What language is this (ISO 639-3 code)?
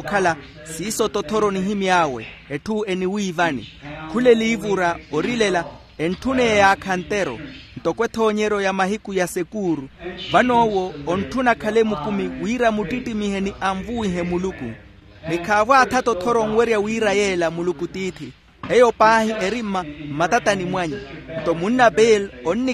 vmw